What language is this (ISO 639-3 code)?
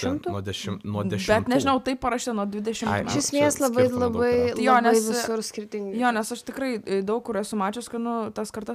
lit